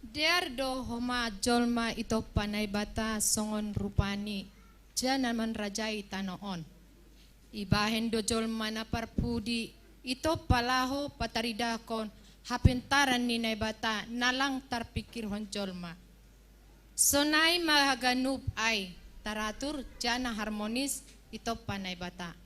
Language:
Batak Simalungun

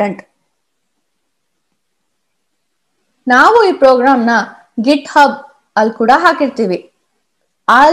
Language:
Kannada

